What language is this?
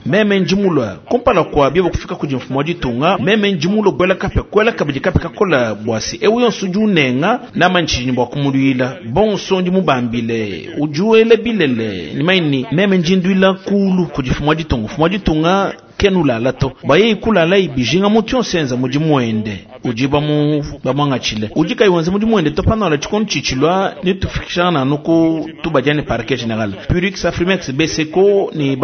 Luba-Lulua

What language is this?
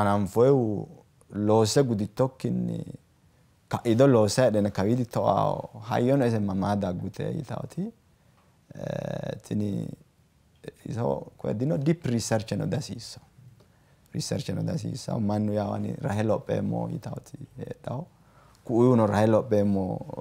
Sidamo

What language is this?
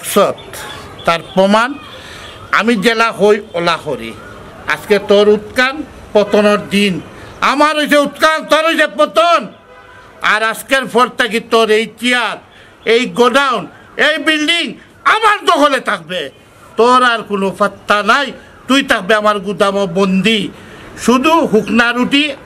Sylheti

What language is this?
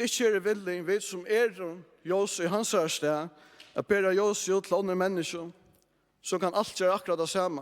Faroese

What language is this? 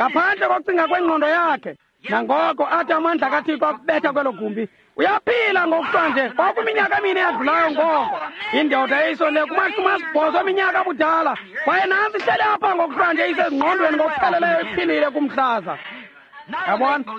Xhosa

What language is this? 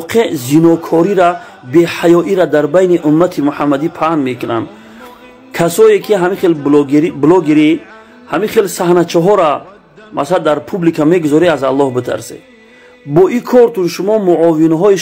Tajik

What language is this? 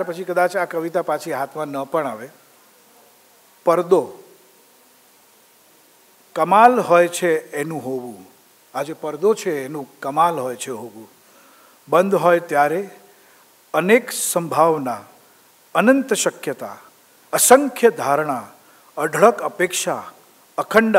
Gujarati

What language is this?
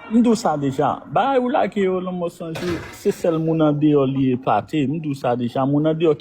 Haitian Creole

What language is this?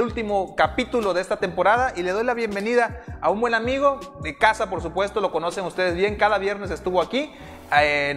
Spanish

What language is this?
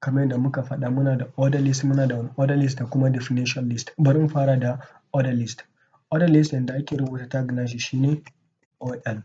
Hausa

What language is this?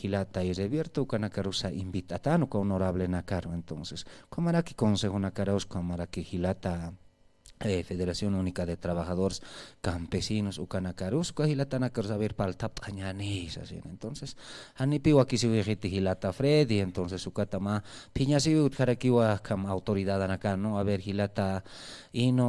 Aymara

